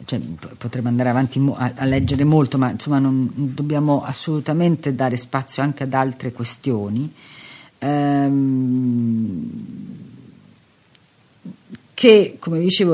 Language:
Italian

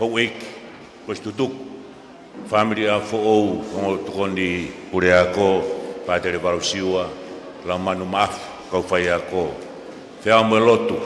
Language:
Tongan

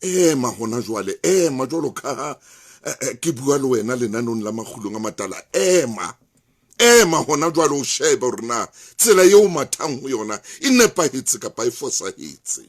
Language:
Southern Sotho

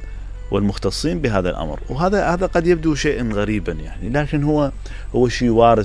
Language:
Mesopotamian Arabic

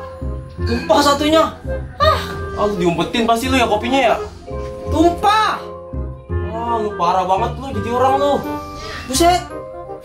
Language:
Betawi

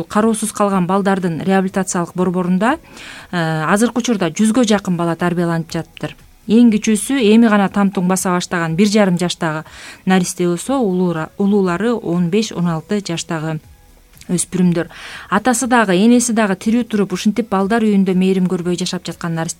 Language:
Kyrgyz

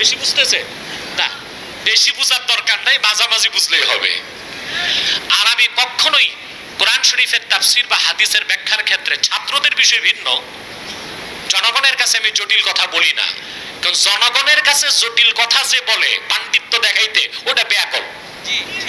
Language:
Bangla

